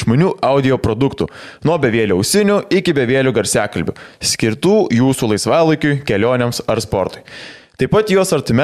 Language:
Lithuanian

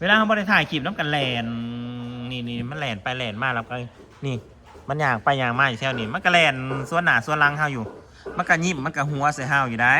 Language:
Northeastern Thai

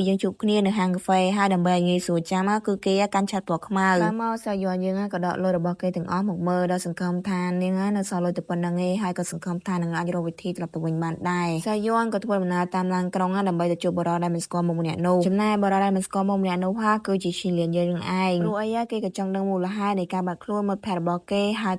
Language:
Khmer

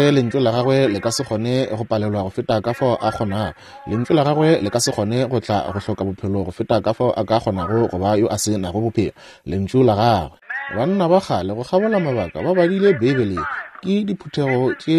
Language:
Northern Sotho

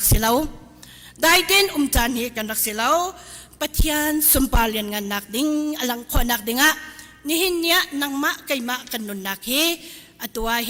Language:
Hakha Chin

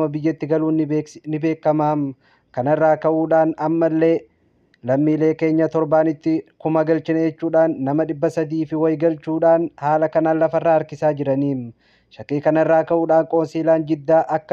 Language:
Oromo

